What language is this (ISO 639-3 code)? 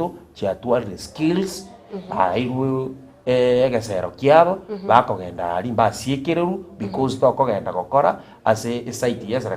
guz